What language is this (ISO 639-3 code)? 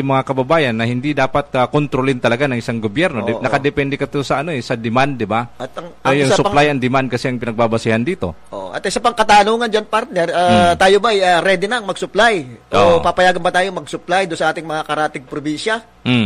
fil